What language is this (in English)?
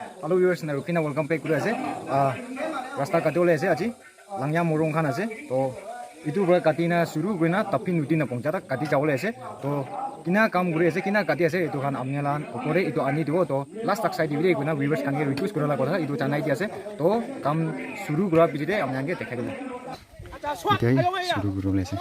Naga Pidgin